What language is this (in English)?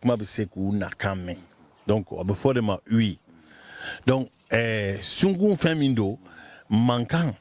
Bambara